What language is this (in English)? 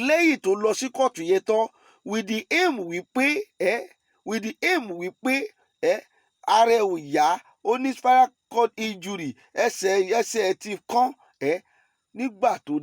Yoruba